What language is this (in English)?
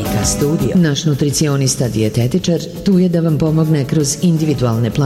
Serbian